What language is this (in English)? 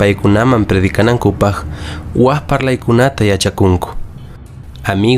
Quechua